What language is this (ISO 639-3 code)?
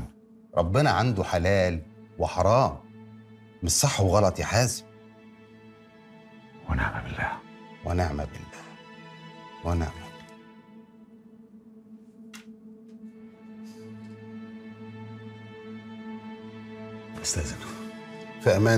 arz